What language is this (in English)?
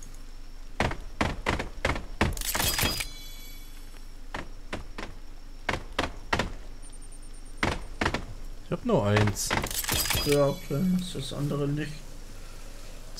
German